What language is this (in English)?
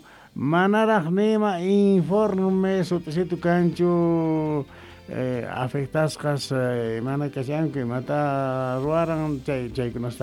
Quechua